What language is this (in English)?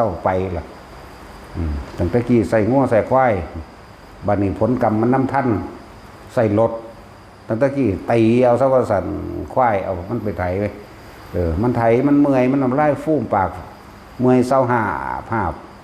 Northeastern Thai